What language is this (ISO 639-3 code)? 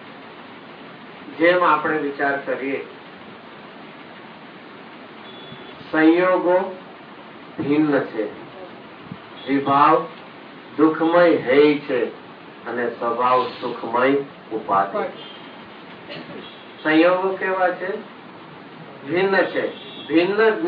guj